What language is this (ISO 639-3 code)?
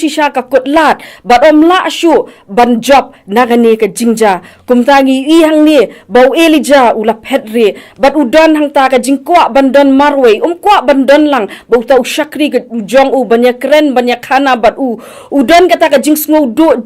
kha